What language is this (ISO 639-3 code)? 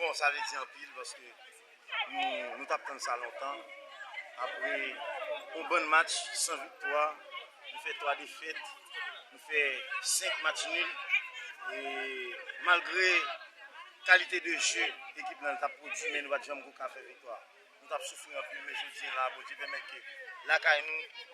hat